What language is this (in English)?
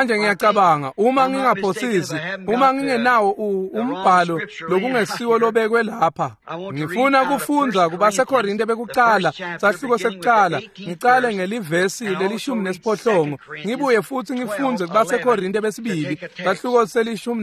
Swati